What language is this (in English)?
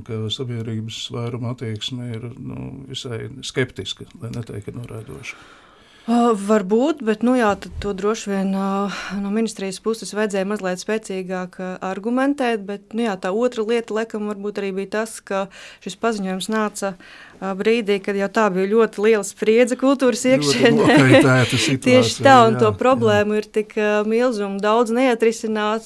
Latvian